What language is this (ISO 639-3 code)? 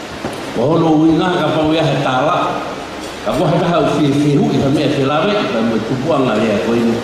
ton